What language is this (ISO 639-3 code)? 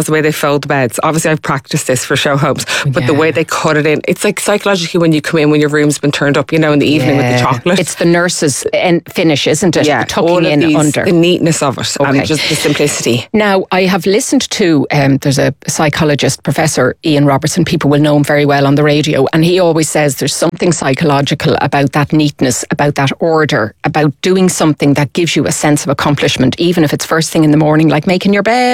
eng